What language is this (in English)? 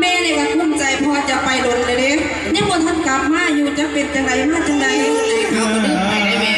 Northeastern Thai